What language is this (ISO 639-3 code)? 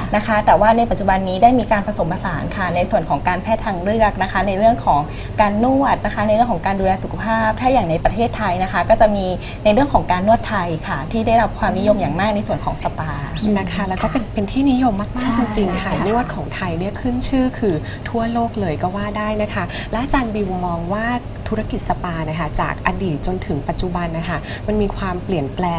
tha